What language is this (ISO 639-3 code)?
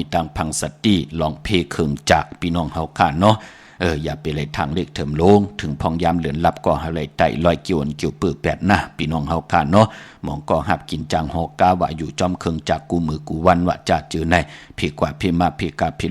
shn